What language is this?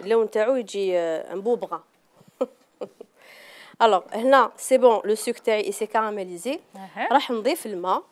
Algerian Arabic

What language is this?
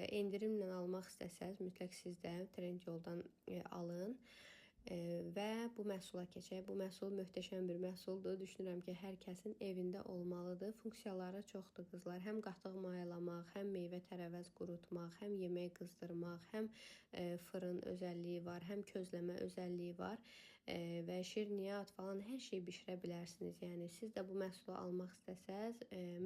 Azerbaijani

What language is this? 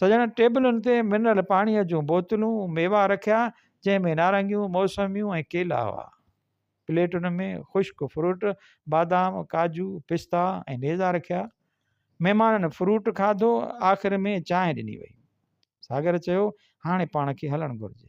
Sindhi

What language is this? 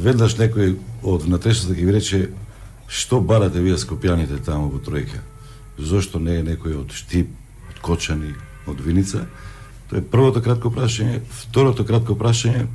Macedonian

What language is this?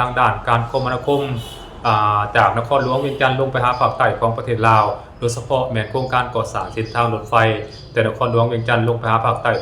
Lao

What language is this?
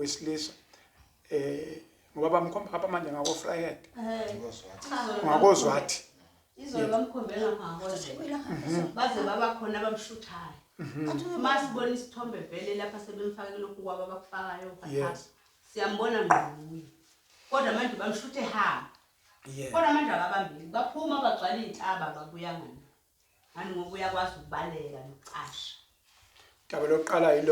Zulu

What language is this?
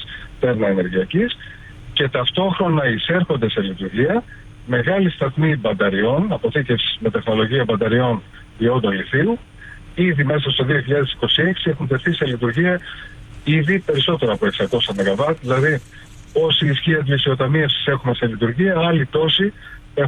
Greek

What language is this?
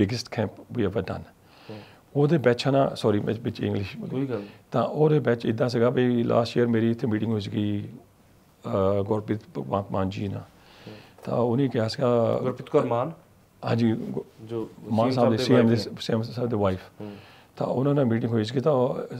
Punjabi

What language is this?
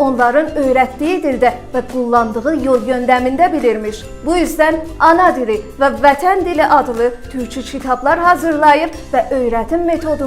South Azerbaijani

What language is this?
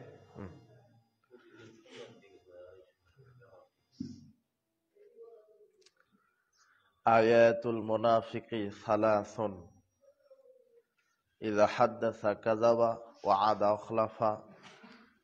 Bangla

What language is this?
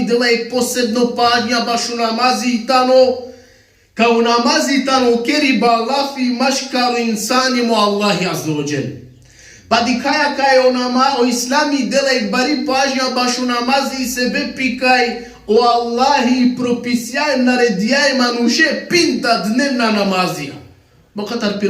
Balkan Romani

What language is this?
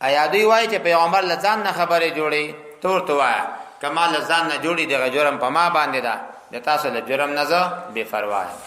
Pashto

